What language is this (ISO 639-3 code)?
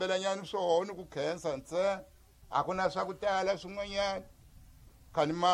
tso